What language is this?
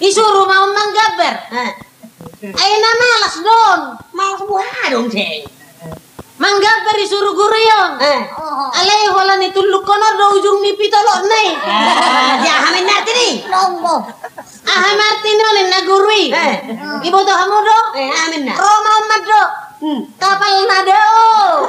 Batak Toba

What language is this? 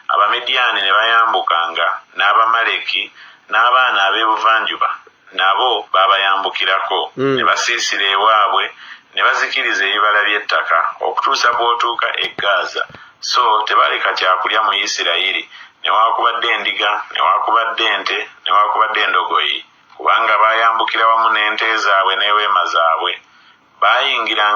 Ganda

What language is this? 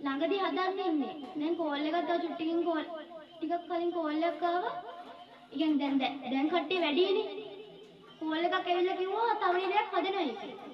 Sinhala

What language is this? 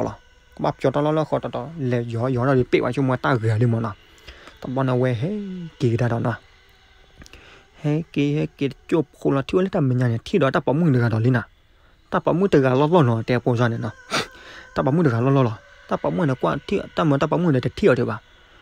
S'gaw Karen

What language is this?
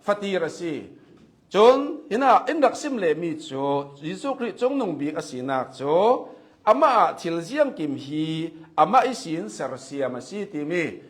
Hakha Chin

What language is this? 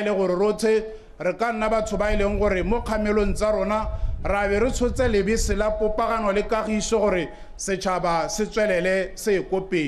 Tswana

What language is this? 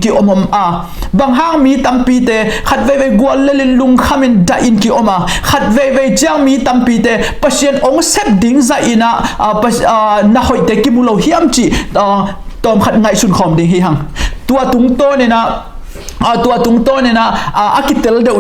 Tedim Chin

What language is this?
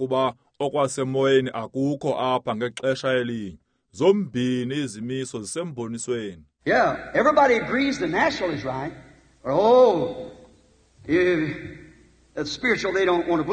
Xhosa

